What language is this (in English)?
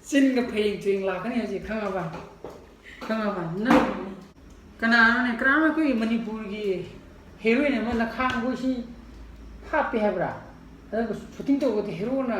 Manipuri